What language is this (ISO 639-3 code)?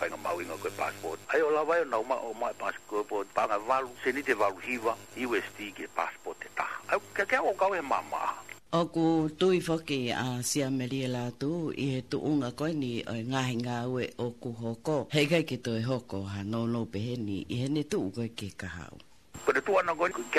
ton